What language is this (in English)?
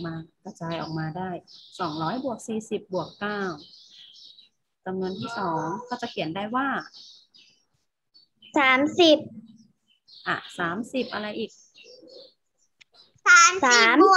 Thai